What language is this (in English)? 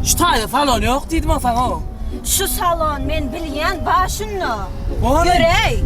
Turkmen